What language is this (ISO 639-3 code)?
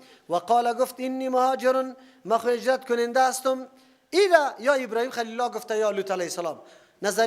fas